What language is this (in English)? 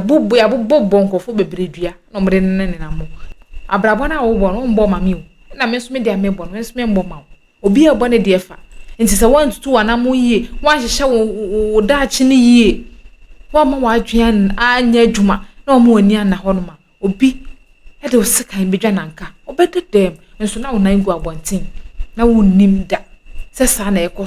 Akan